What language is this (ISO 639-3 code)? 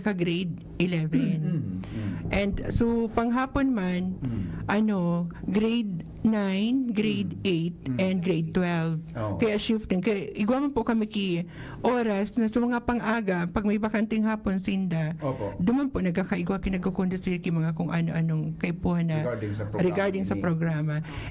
bik